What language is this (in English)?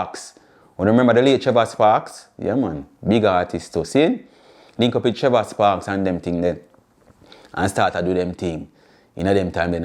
Jamaican Creole English